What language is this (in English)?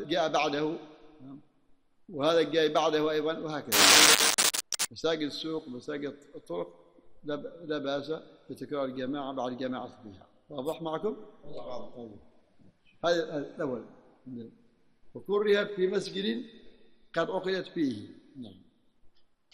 Arabic